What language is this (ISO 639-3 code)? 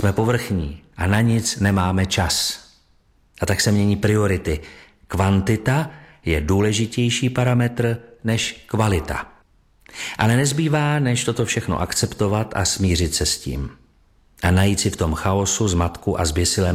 ces